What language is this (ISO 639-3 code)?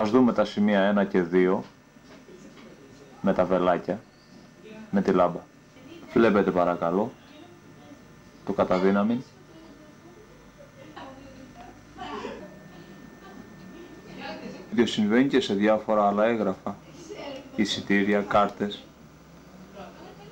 ell